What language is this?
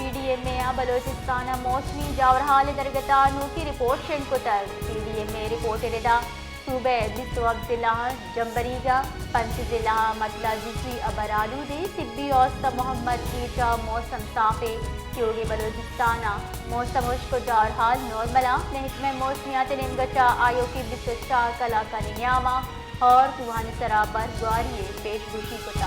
Baluchi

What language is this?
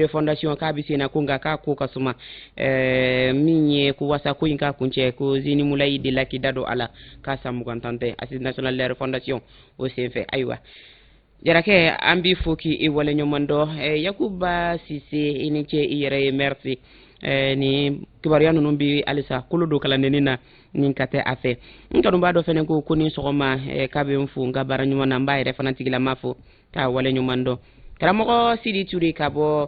Bambara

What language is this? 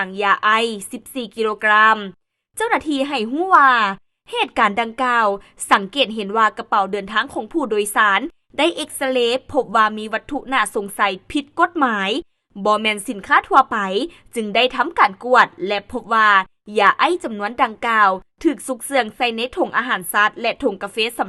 Lao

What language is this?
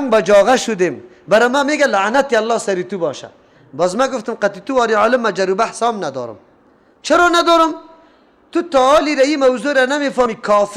Persian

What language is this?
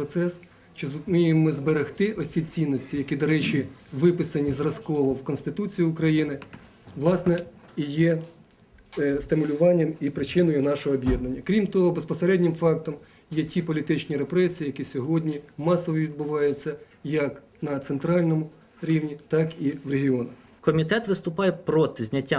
Ukrainian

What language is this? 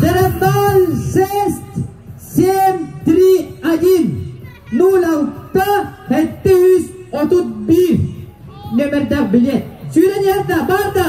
Yakut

